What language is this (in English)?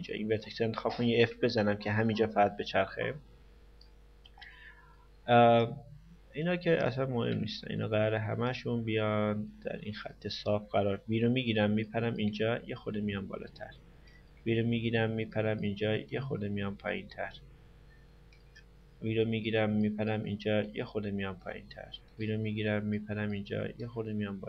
Persian